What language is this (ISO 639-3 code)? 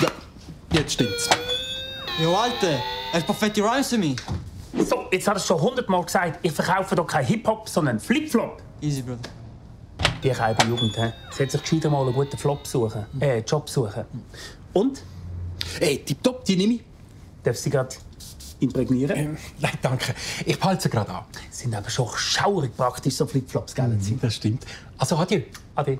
gsw